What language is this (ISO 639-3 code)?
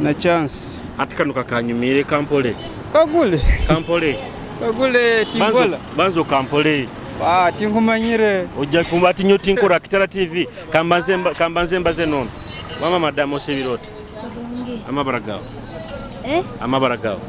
nyo